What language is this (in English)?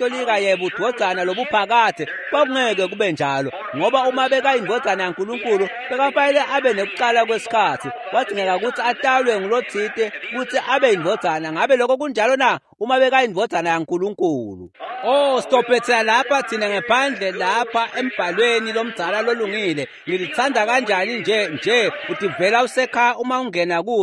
Swati